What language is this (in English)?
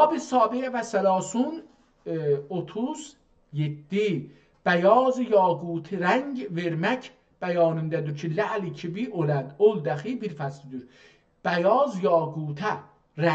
South Azerbaijani